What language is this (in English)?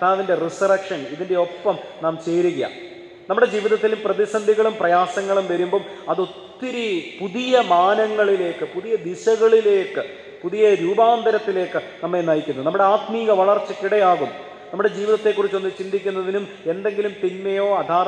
Malayalam